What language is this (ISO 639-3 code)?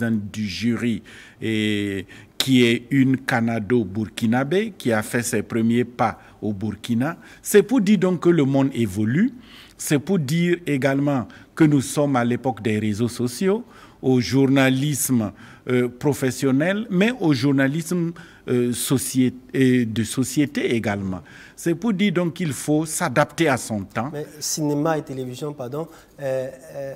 fra